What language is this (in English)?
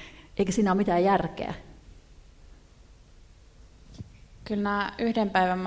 Finnish